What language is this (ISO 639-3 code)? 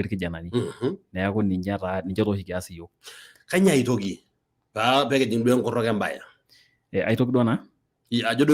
mas